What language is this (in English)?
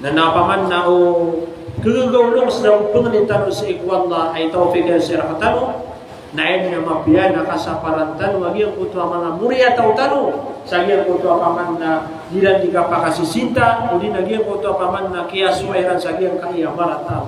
Maranao